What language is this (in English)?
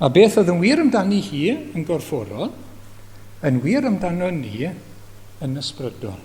Welsh